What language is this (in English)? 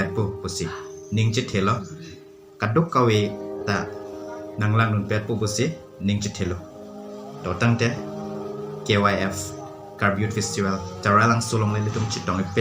Karbi